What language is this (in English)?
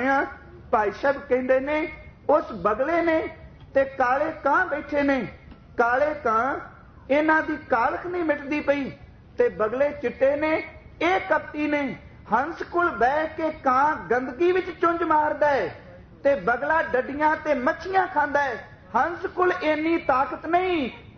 Punjabi